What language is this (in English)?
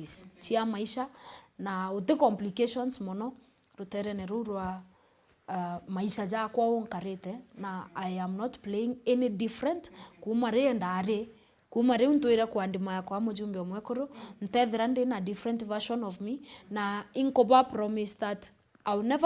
Meru